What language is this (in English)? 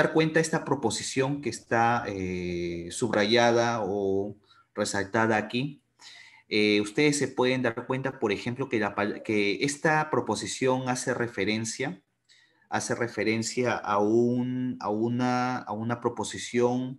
Spanish